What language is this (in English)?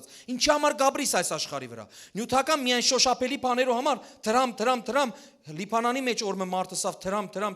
Western Armenian